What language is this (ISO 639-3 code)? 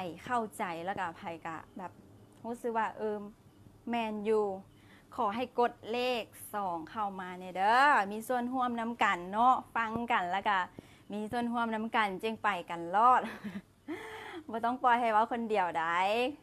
lao